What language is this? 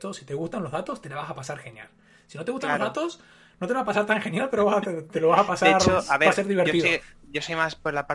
Spanish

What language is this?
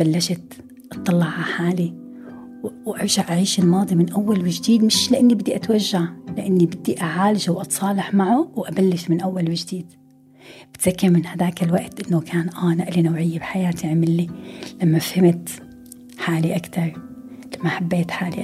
North Levantine Arabic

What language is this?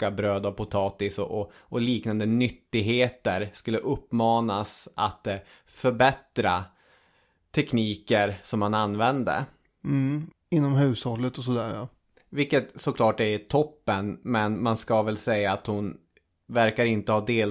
Swedish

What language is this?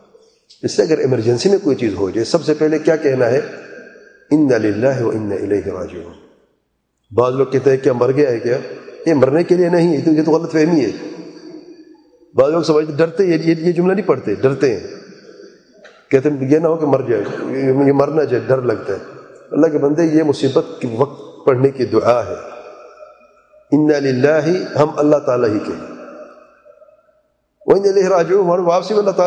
Urdu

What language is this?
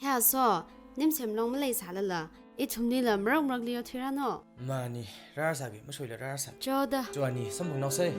Tangkhul Naga (India)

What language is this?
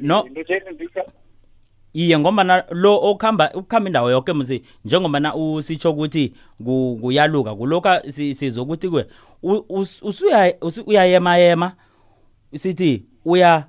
South Ndebele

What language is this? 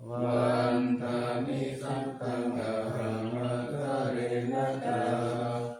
Pali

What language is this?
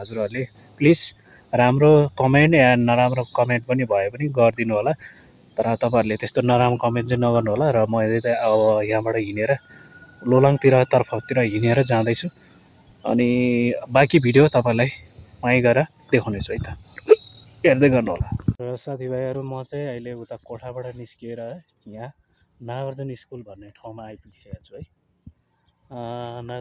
Nepali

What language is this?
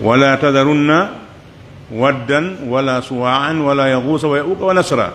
Pular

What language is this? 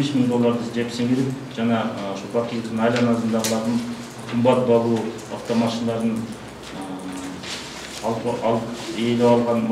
Kyrgyz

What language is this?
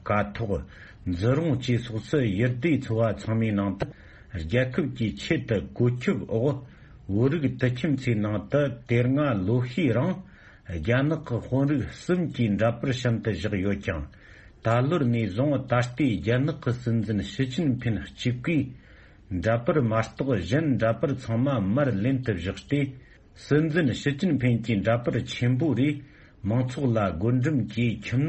Tibetan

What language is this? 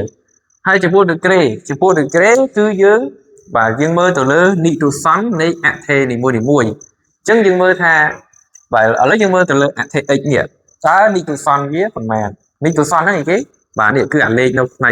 Khmer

